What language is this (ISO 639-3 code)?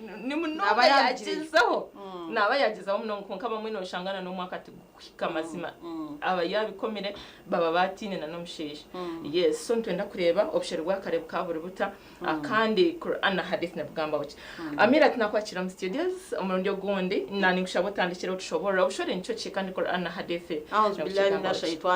nyn